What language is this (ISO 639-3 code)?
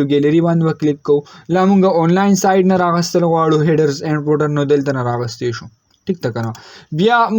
pus